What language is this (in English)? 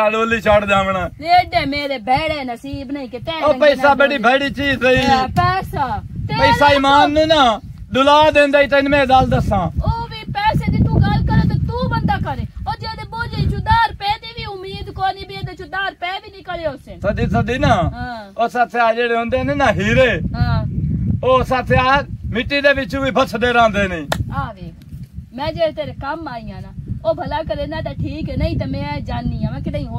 Punjabi